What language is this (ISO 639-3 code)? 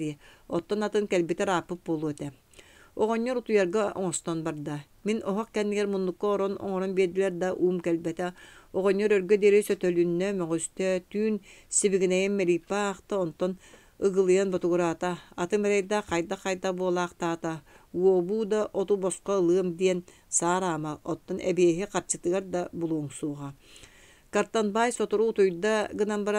sah